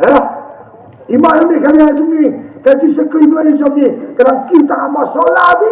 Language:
Khasi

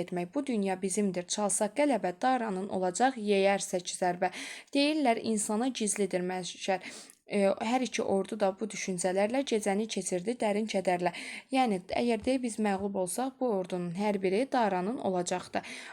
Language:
Azerbaijani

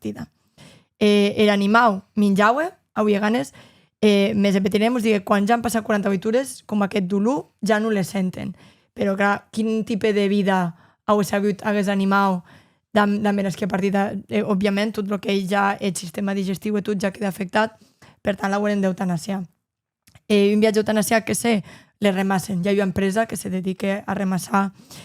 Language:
Occitan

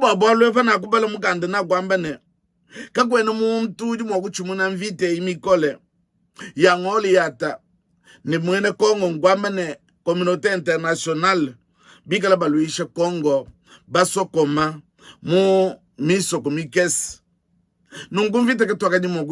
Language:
Luba-Lulua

